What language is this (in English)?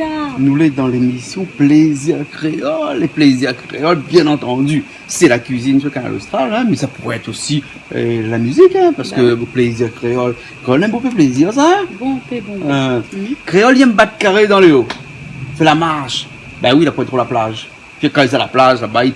Réunion Creole French